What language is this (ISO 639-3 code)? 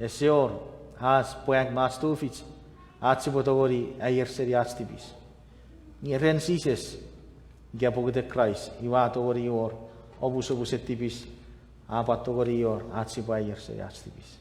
chk